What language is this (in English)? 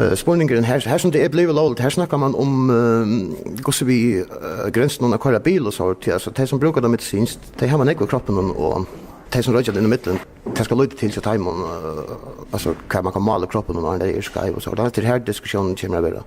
Faroese